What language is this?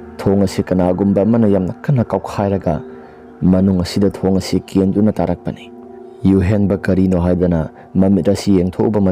Manipuri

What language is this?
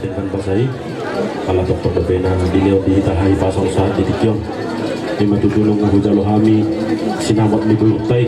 Batak Toba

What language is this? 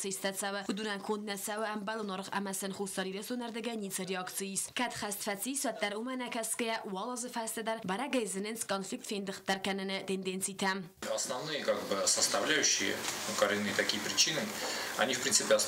Ossetic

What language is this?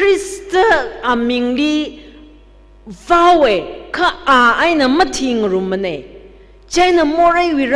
Tangkhul Naga (India)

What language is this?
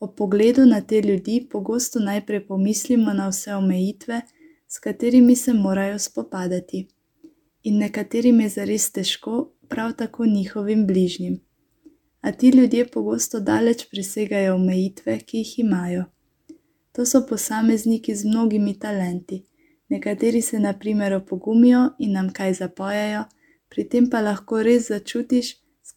Slovenian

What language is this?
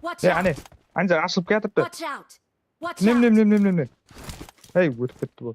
Kara-Kalpak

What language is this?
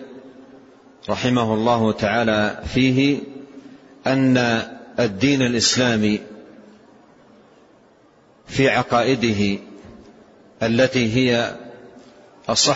Arabic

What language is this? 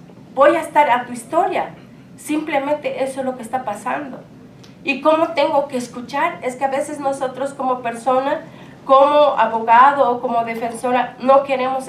Spanish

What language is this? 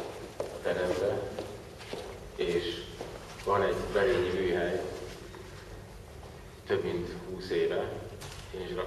Hungarian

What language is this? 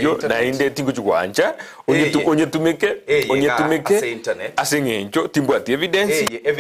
Gusii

